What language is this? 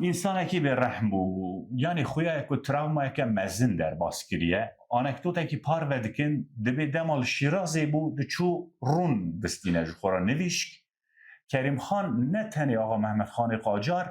Kurdish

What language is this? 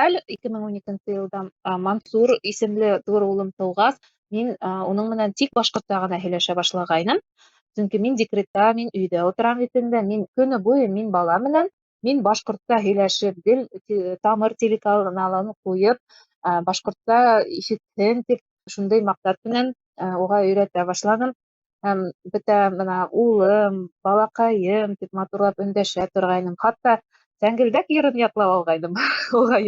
Bashkir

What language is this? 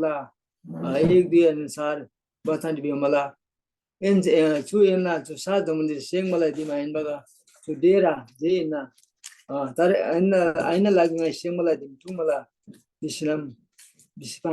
Eastern Tamang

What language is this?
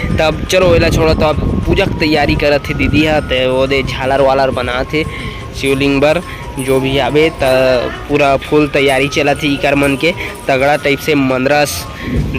Chhattisgarhi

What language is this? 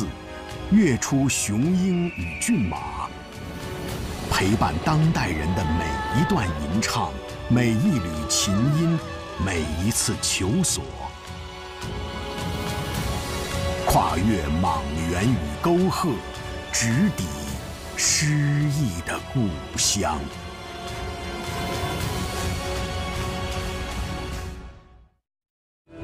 Chinese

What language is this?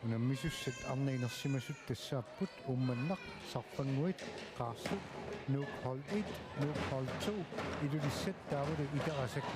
Kalaallisut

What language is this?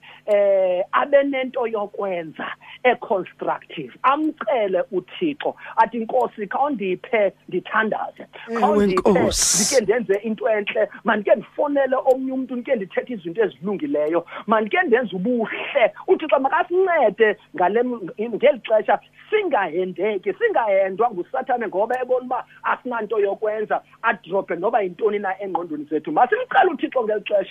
Xhosa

